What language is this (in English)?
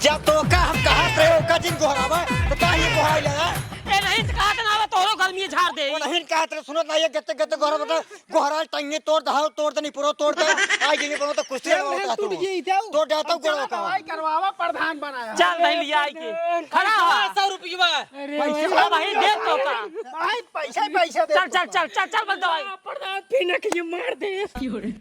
Awadhi